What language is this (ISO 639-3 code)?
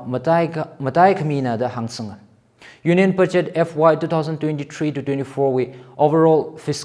nmf